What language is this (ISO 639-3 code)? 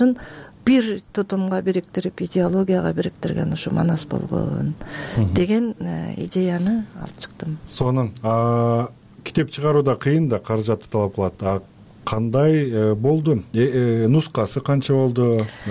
kir